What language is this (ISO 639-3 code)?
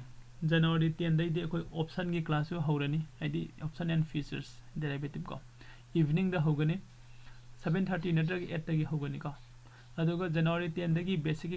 mni